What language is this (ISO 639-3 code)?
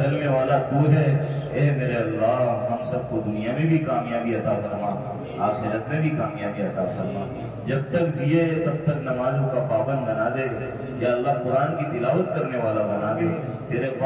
urd